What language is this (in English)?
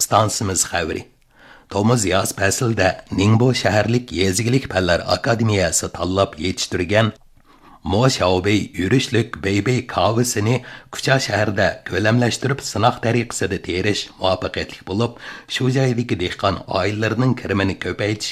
Uyghur